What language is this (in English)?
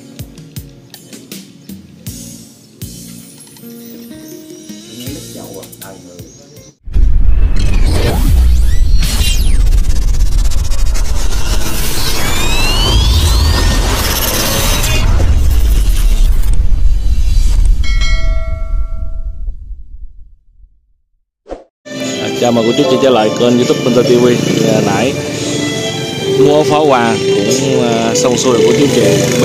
Vietnamese